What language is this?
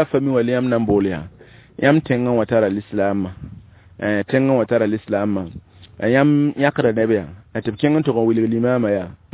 Mossi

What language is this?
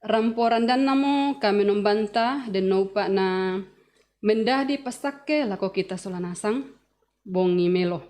Toraja-Sa'dan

